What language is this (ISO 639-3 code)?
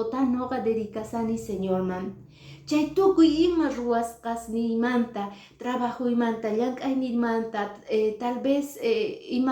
que